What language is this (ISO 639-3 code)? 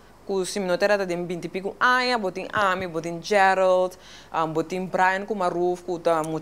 pap